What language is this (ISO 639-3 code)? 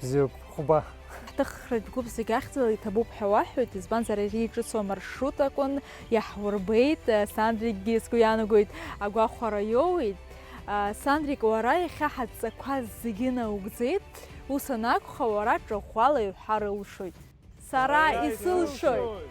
abk